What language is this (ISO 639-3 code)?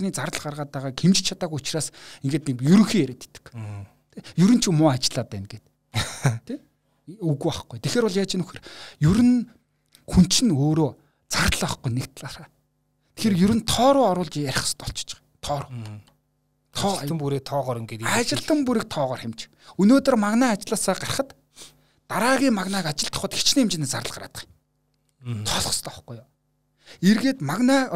mon